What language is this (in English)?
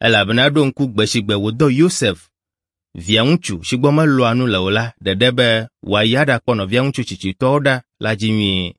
Ewe